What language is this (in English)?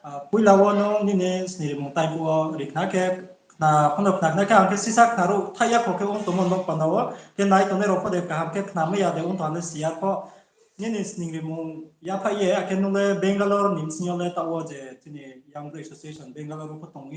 Riang (India)